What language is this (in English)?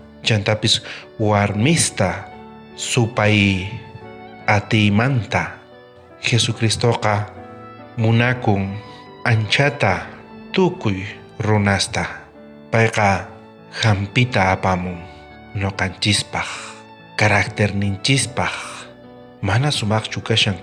South Bolivian Quechua